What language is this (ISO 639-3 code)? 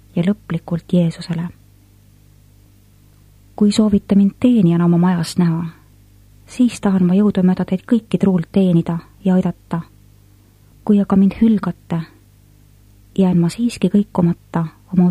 est